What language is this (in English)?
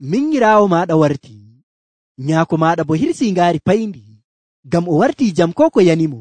Nigerian Fulfulde